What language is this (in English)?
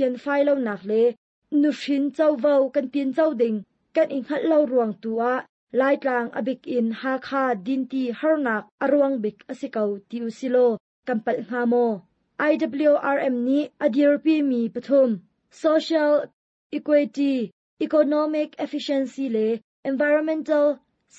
Hakha Chin